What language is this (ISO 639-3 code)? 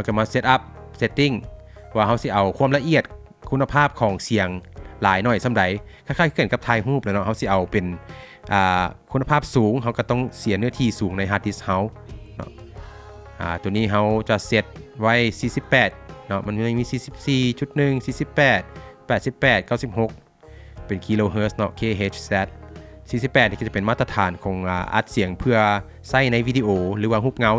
lao